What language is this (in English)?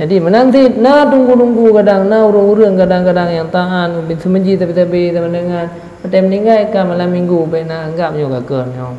Achinese